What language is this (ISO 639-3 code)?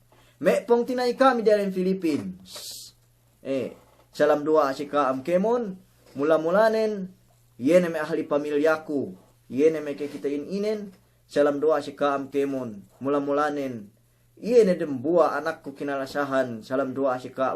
yka